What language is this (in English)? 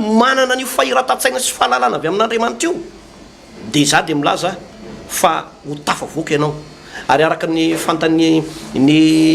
Malagasy